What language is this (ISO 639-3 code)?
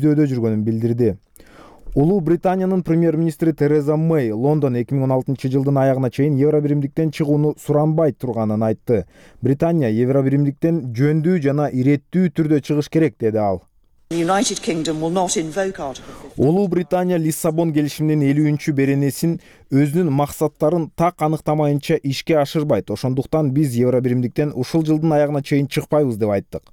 kir